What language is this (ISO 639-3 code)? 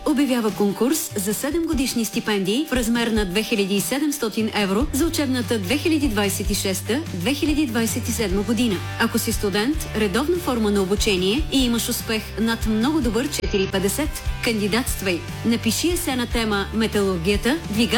bul